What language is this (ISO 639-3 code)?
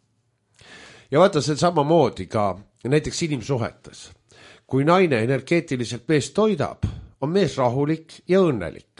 est